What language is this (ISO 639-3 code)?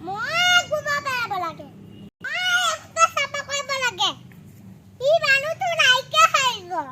asm